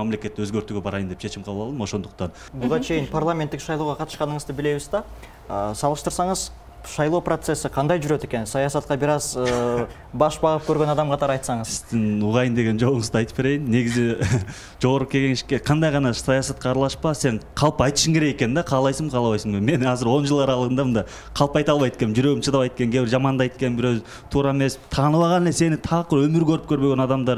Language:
Kyrgyz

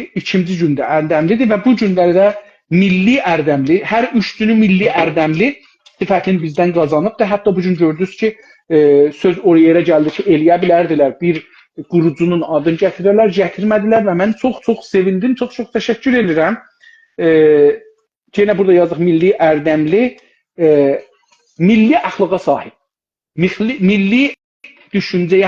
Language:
South Azerbaijani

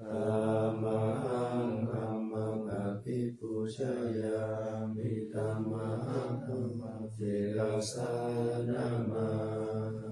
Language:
Pali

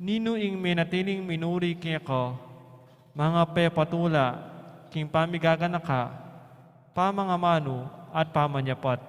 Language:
Pampanga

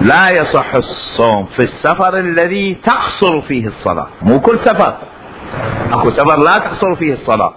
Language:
Mesopotamian Arabic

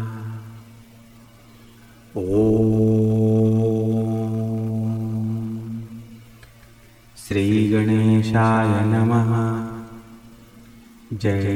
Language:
Marathi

